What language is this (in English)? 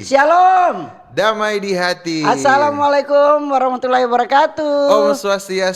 Manado Malay